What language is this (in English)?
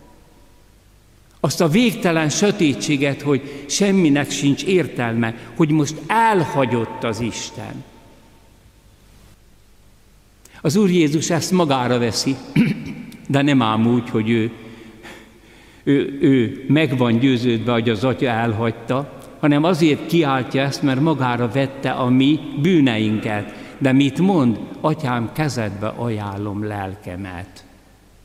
Hungarian